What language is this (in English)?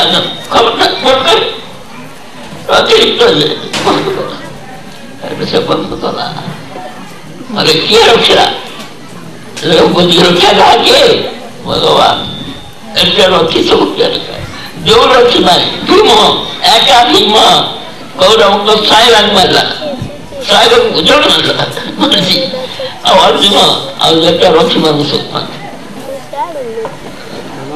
Odia